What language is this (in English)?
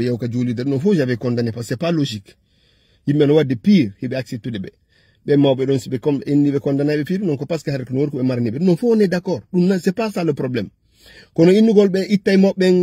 Fula